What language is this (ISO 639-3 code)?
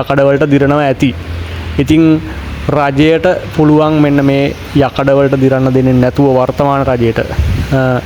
sin